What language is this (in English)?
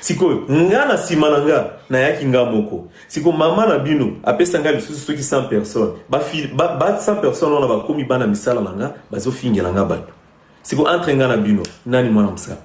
Lingala